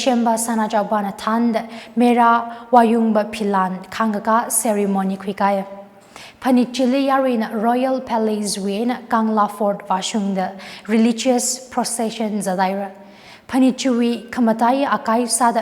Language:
Tangkhul Naga (India)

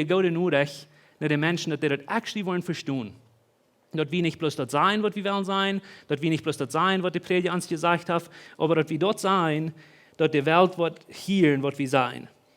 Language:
Plautdietsch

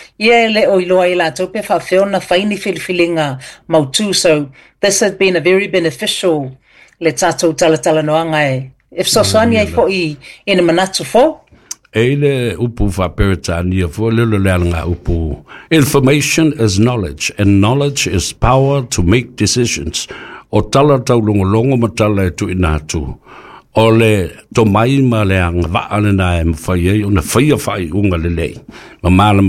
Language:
Samoan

